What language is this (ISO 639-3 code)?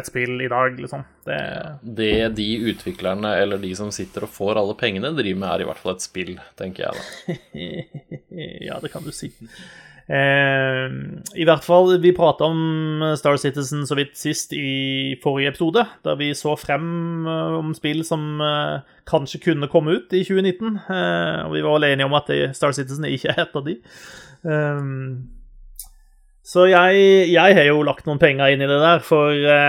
nor